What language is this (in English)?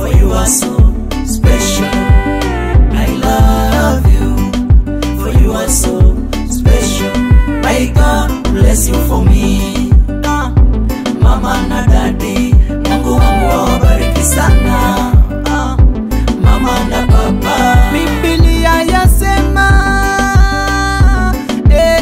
Swahili